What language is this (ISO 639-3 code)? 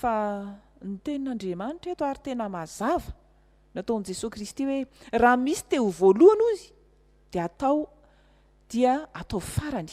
mlg